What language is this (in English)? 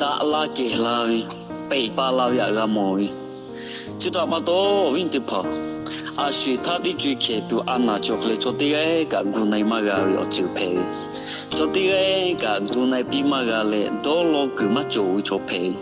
Lahu